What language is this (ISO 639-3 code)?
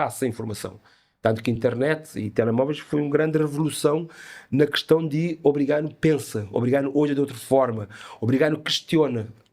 kea